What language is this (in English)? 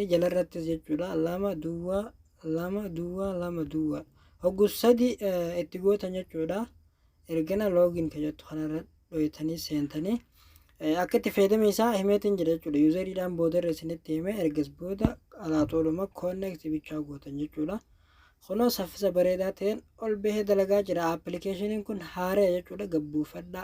Oromo